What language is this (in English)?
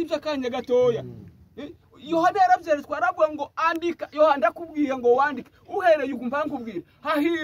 Kinyarwanda